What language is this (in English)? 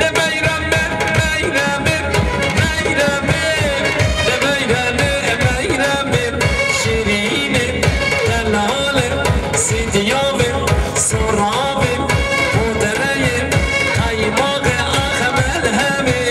Kurdish